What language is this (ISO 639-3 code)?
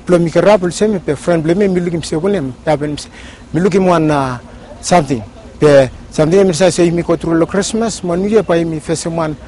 bis